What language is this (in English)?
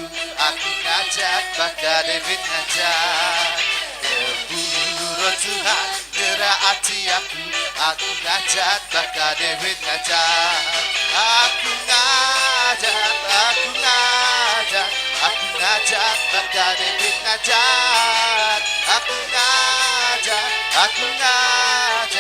Iban